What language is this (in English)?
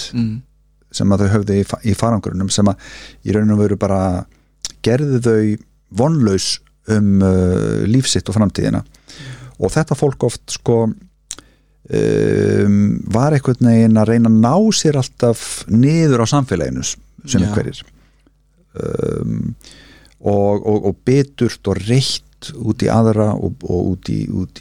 Icelandic